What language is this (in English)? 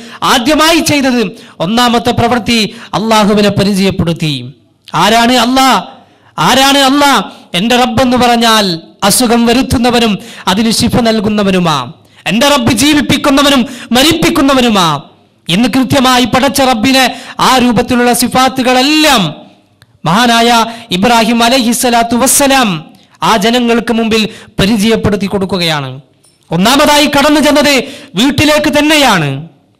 Malayalam